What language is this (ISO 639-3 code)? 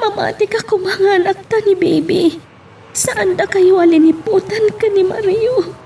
ilo